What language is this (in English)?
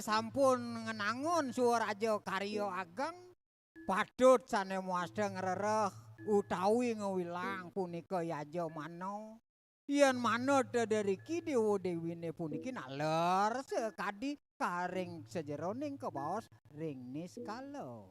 Balinese